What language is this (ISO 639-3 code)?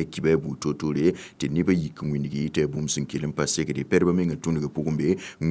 mos